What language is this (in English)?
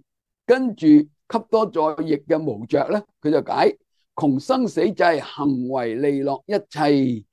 Cantonese